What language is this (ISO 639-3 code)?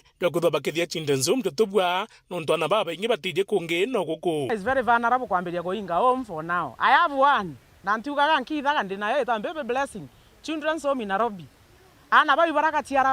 mer